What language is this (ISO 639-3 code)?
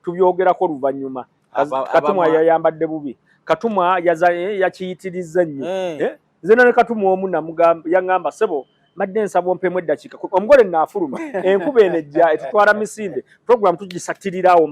lug